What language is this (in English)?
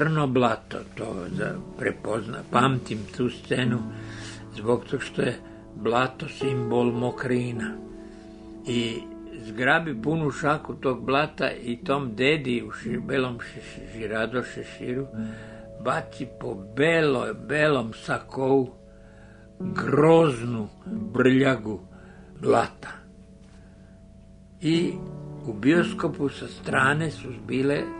Serbian